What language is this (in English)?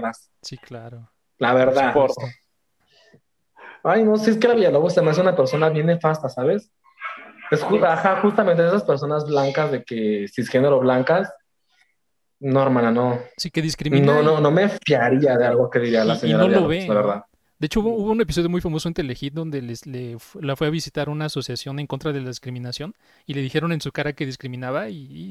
Spanish